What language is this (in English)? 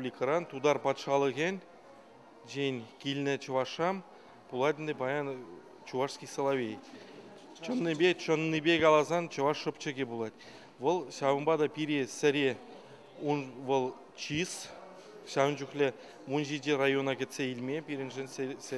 Chuvash